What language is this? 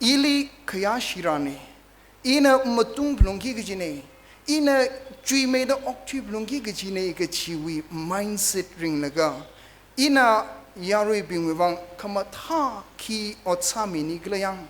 Tangkhul Naga (India)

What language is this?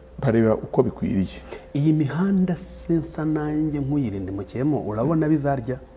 Kinyarwanda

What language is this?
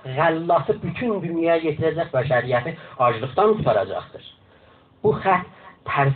South Azerbaijani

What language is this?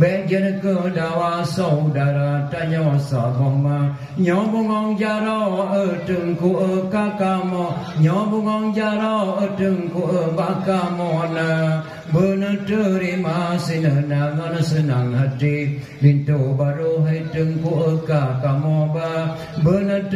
Achinese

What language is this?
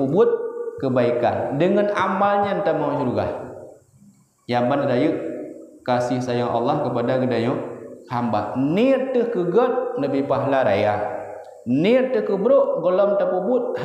Achinese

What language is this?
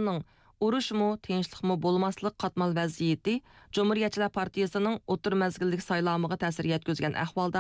Uyghur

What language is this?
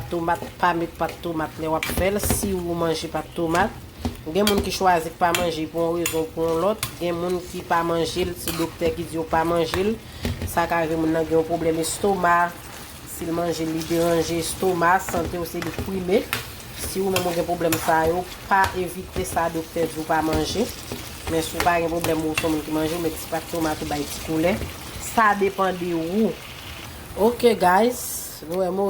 Haitian Creole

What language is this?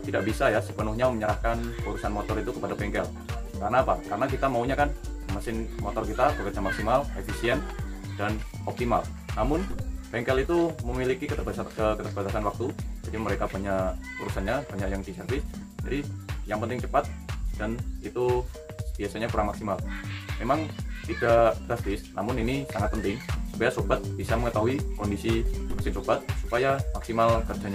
Indonesian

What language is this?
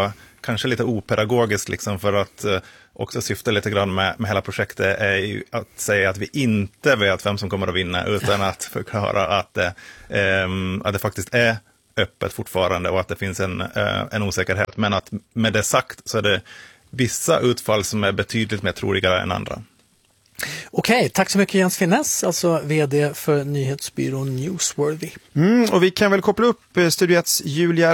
Swedish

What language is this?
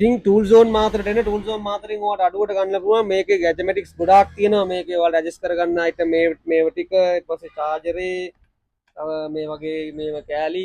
Sinhala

